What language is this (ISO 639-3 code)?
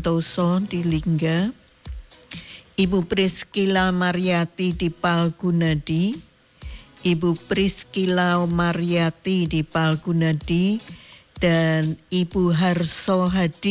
ind